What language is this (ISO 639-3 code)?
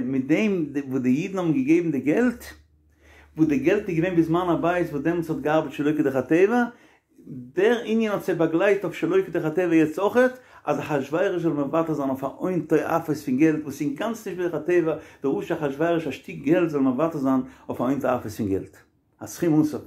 yid